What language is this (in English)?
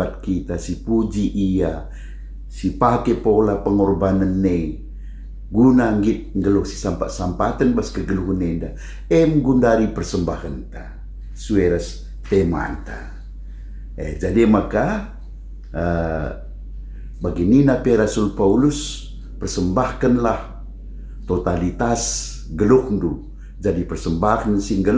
Batak Karo